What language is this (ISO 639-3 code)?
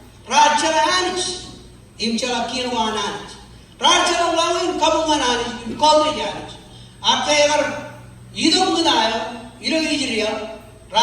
mah